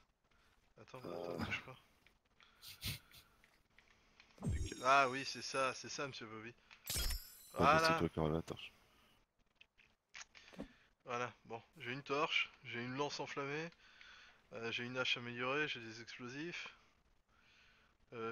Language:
French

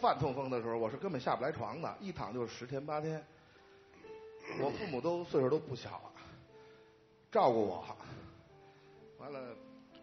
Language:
Chinese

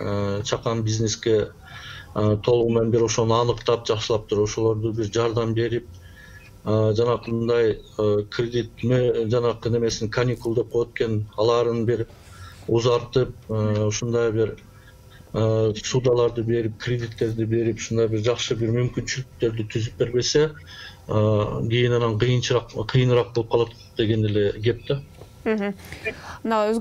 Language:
Kyrgyz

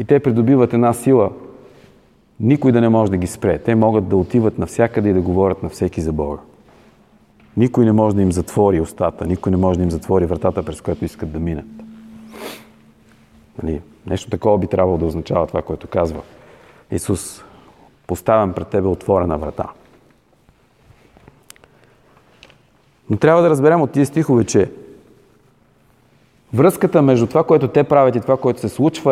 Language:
Bulgarian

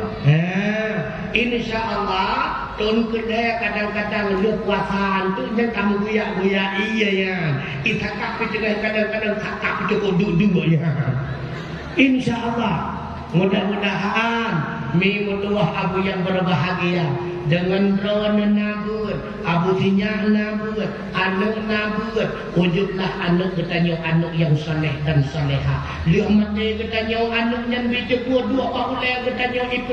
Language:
Achinese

